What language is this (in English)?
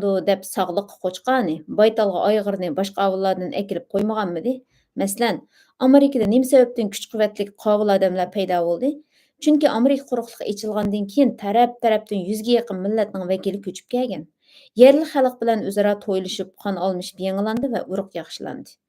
Uyghur